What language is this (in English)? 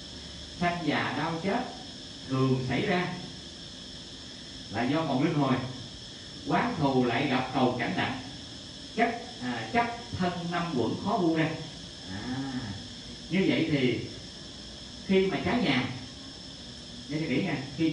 Vietnamese